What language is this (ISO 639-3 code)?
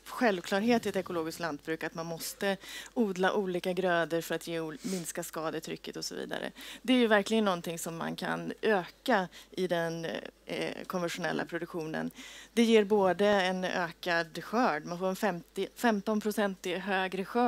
swe